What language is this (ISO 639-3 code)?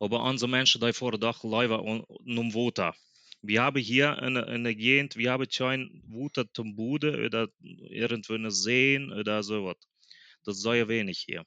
pdt